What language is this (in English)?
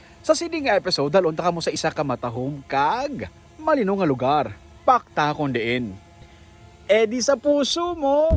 Hiligaynon